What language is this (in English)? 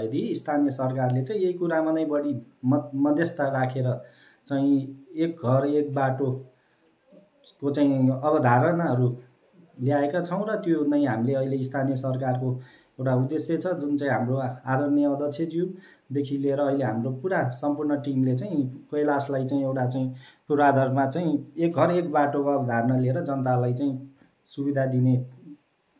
Nepali